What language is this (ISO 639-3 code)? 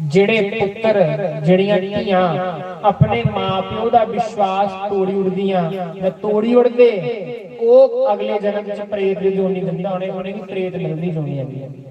doi